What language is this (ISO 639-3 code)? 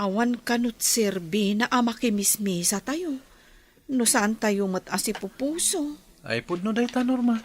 ilo